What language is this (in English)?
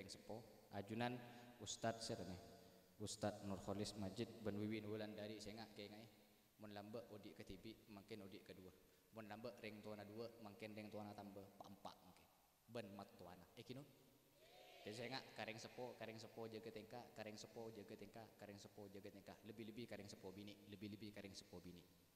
Madurese